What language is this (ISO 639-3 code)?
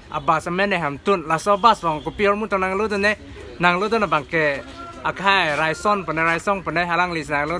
mjw